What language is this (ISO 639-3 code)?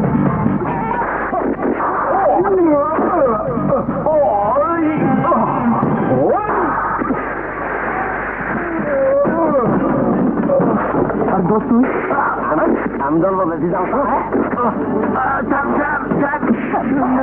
ben